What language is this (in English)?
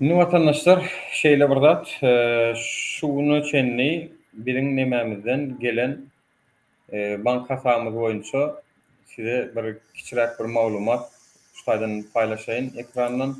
Turkmen